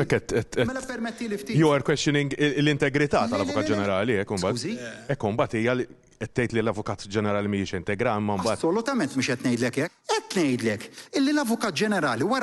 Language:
Maltese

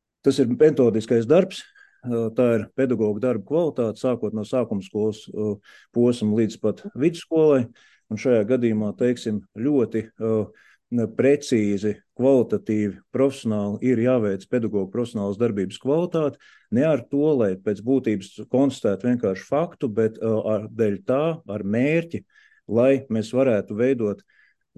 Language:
Latvian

